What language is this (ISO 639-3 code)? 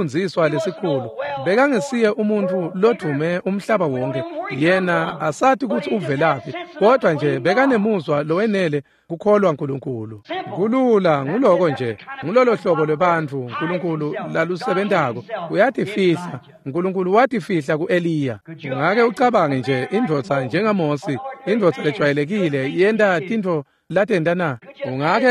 ssw